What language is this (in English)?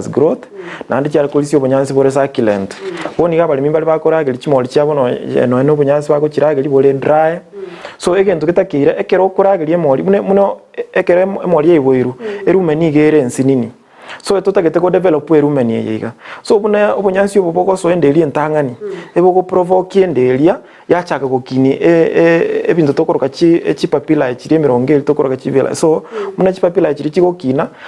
Gusii